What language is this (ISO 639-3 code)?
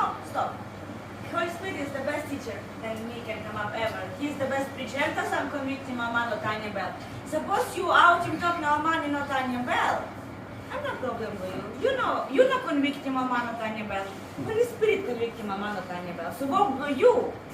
tpi